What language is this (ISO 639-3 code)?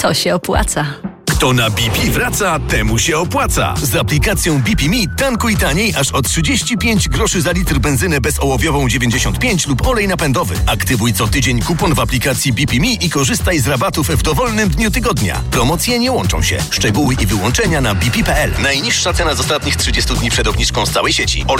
pol